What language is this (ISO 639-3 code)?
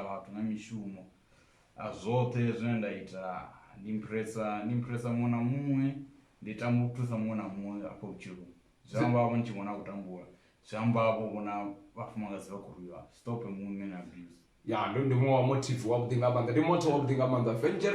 ven